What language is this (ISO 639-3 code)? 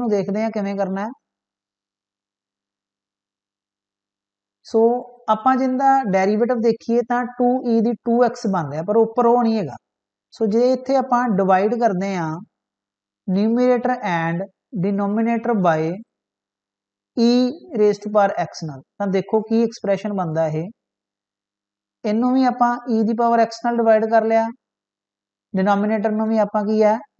pan